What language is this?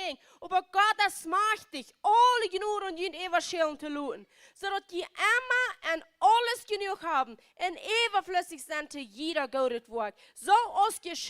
Plautdietsch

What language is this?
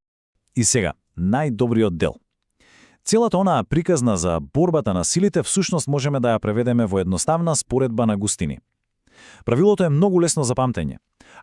Macedonian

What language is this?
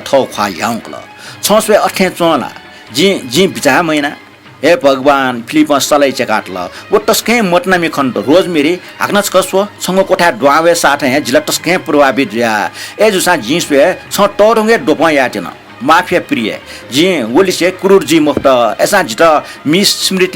Newari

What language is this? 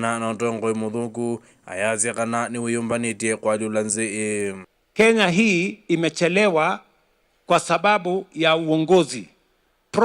Kamba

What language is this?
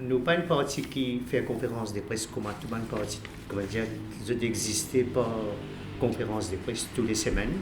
Morisyen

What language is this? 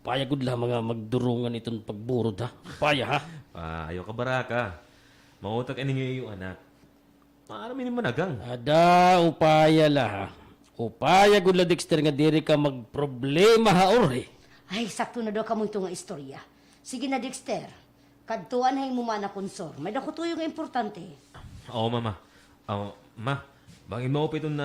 Waray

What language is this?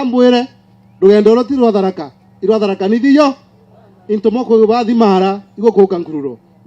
Meru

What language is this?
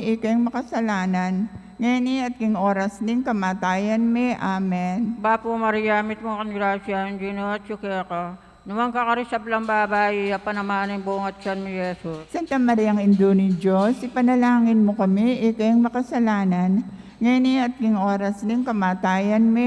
Pampanga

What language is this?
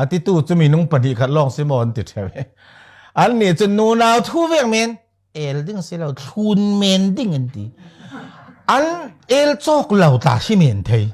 Falam Chin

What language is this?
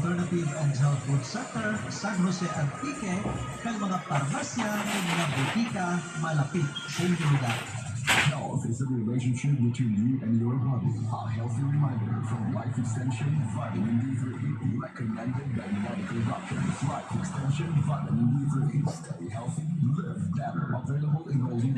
Hiligaynon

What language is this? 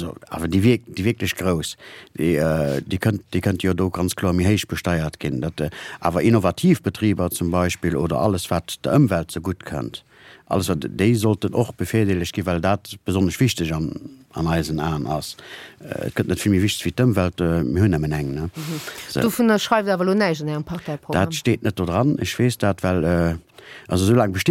Luxembourgish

